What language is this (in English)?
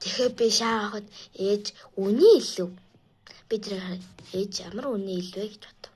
Mongolian